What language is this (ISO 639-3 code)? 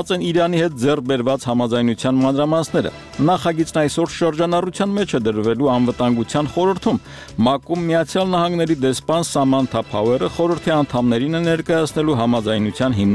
hye